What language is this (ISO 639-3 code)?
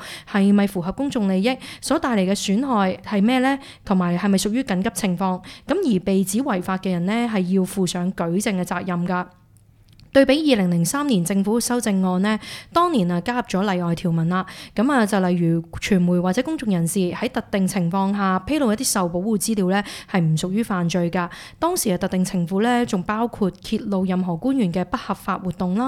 yue